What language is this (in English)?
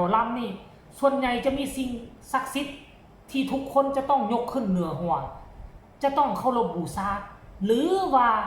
Northeastern Thai